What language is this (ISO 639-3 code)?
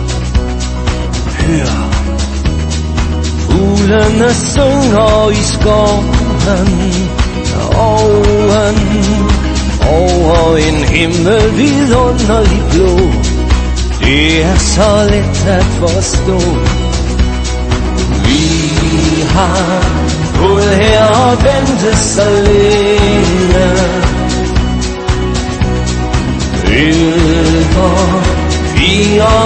dan